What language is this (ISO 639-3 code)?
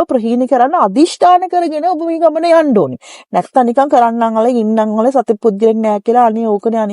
sin